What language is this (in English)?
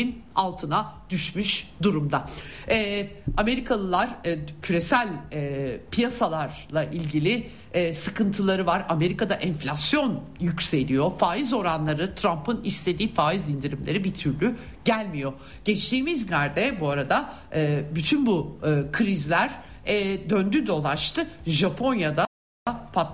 Turkish